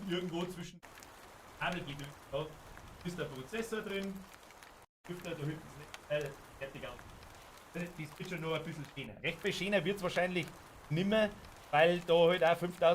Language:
Bavarian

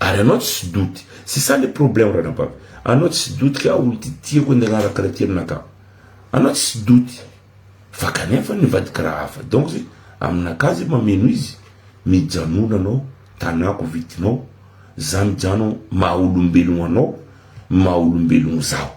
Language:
Malagasy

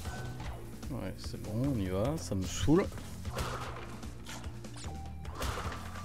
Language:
French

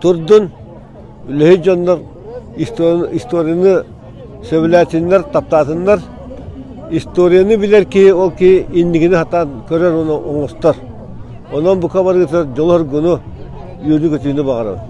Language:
Yakut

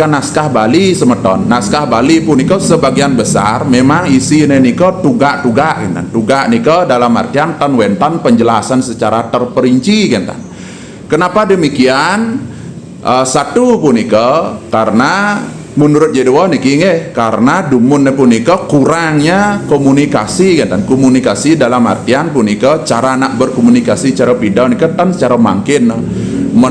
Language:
Balinese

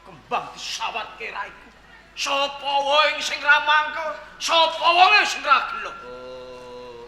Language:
Javanese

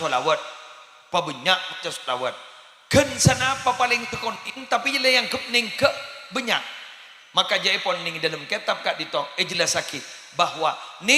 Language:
Madurese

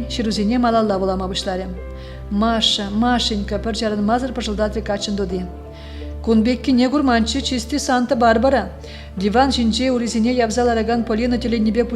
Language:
Chuvash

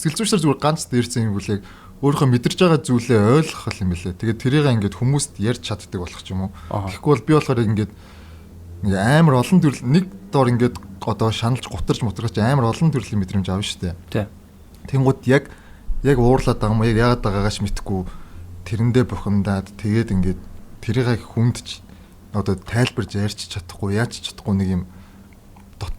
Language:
Mongolian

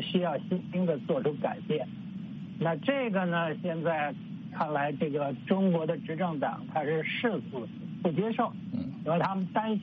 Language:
Chinese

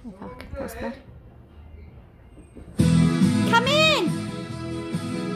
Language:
English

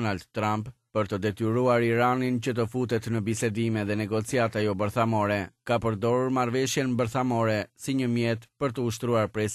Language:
Albanian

